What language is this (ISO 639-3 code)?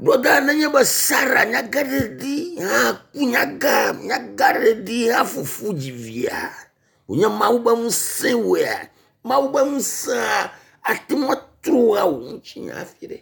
ewe